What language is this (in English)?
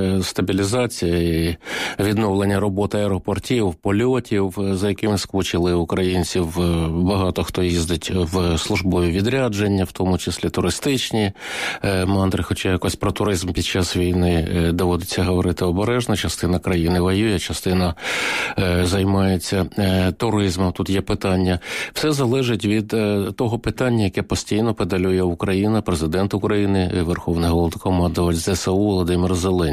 Ukrainian